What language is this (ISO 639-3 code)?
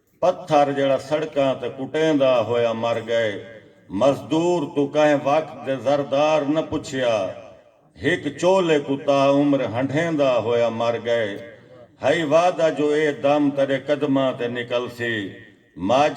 skr